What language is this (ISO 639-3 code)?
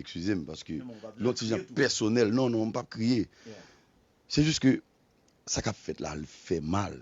hat